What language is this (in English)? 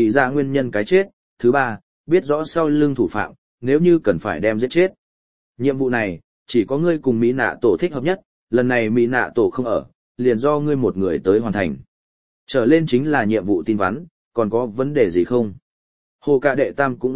Vietnamese